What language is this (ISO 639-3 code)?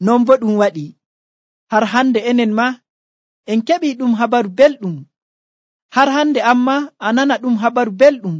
fuv